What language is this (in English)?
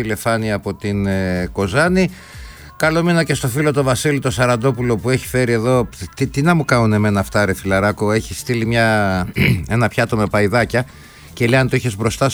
Greek